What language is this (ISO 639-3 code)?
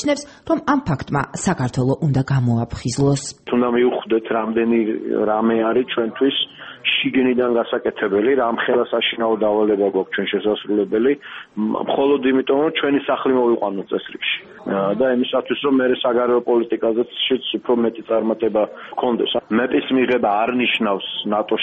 kat